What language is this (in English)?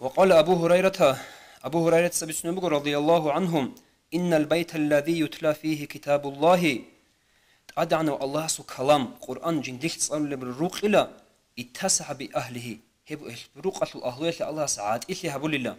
Avaric